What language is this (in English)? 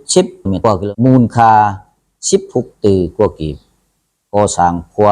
Lao